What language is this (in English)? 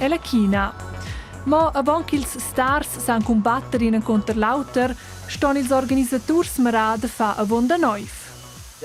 Romansh